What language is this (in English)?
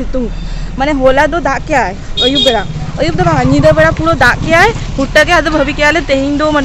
Santali